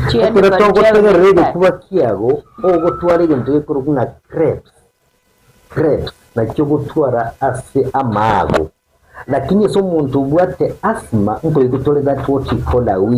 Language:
Gusii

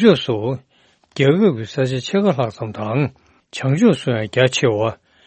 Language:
Tibetan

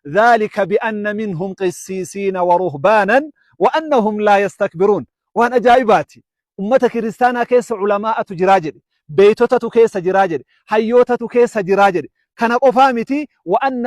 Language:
Oromo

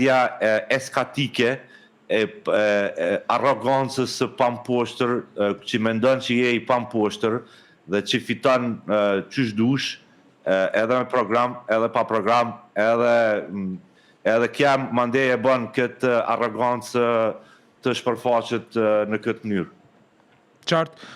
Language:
Albanian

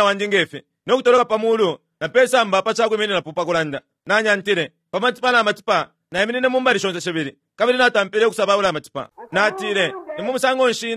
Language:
Bemba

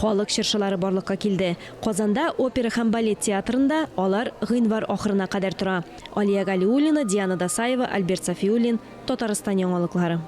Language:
Tatar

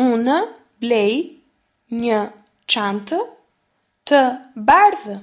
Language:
Albanian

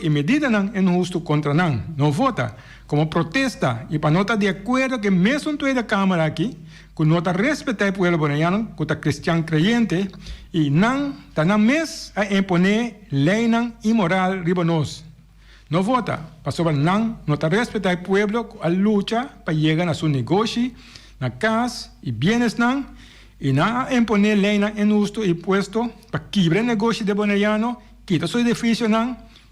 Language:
Papiamento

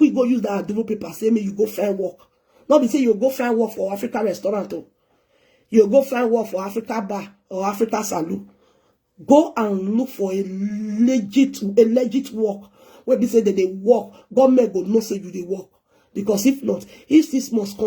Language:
Nigerian Pidgin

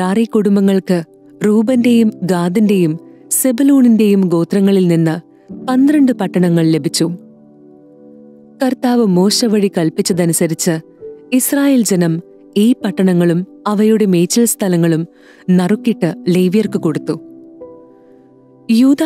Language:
Malayalam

